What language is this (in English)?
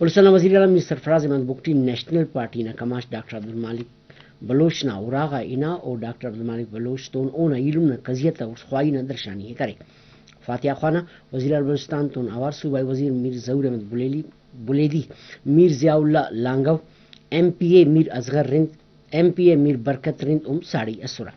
Brahui